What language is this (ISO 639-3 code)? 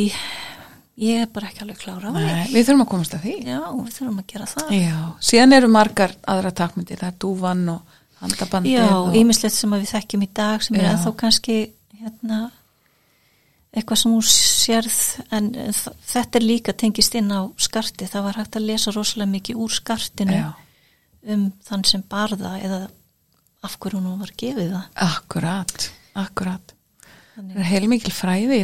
isl